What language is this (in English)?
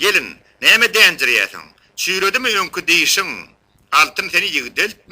Turkmen